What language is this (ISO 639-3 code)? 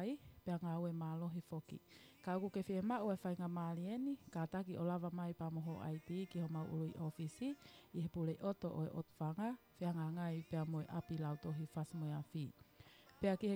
ton